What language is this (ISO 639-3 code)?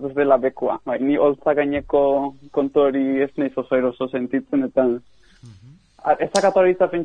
eus